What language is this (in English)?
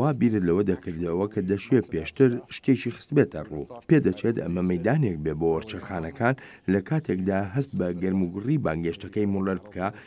Central Kurdish